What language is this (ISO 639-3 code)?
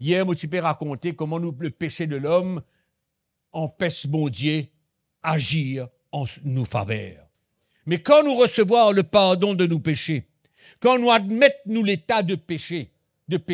mfe